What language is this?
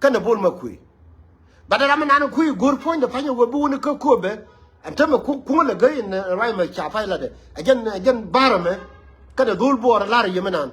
Nuer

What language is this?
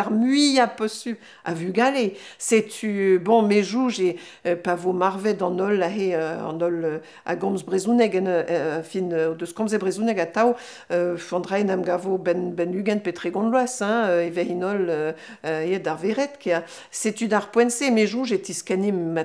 Breton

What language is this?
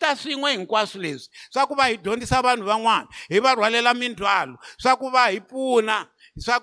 Tsonga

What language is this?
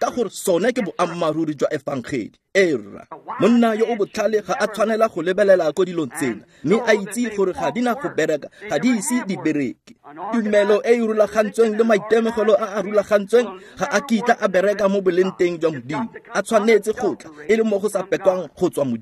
Tswana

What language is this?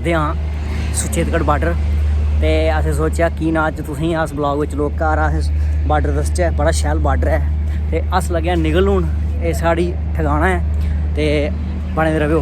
Dogri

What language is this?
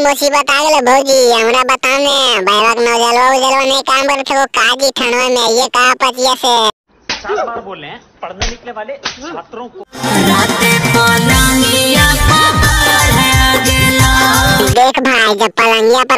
Magahi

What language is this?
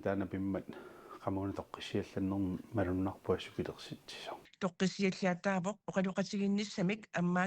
Kalaallisut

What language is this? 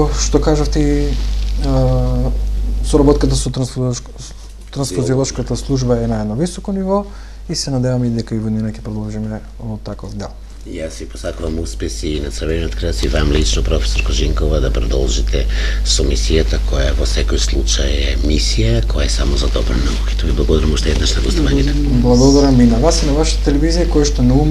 Macedonian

